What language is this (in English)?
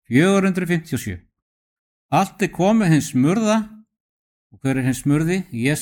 Icelandic